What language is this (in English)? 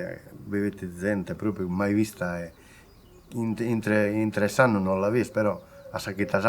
Sardinian